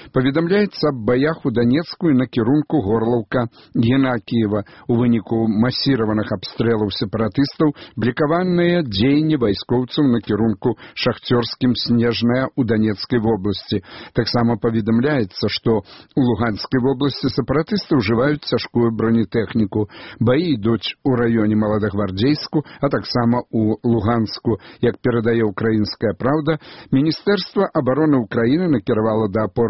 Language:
Belarusian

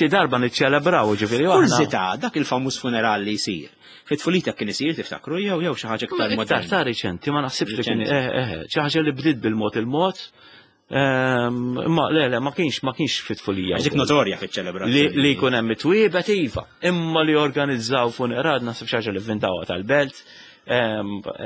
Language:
Maltese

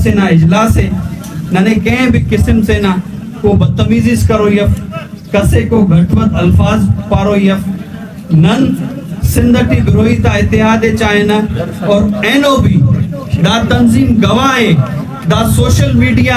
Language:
Brahui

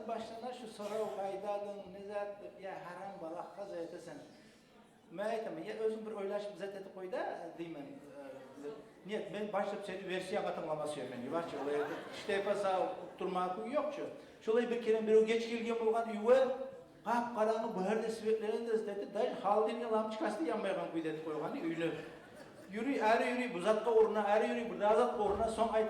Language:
Kumyk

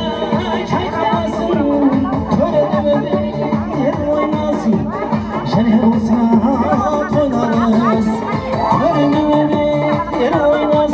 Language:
Kara-Kalpak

